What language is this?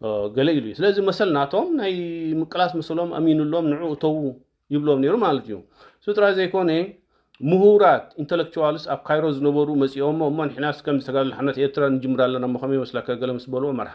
Tigrinya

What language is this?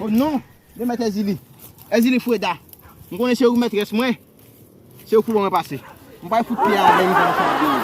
Haitian Creole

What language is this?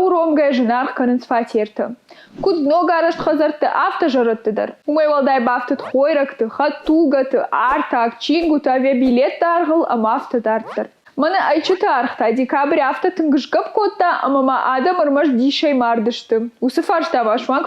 Ossetic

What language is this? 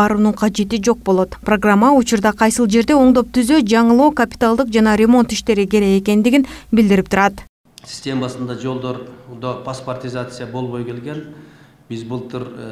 Kyrgyz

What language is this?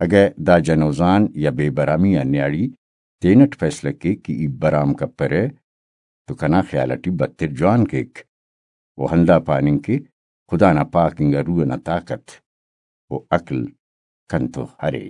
Brahui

